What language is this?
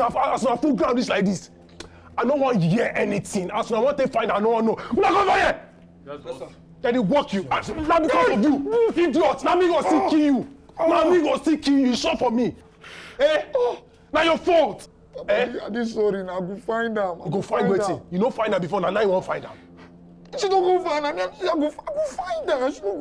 Nigerian Pidgin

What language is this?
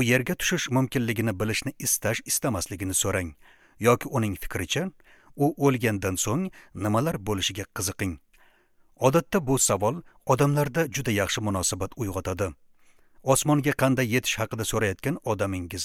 Uzbek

